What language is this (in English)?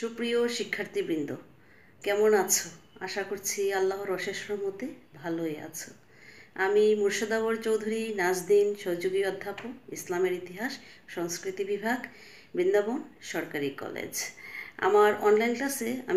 Bangla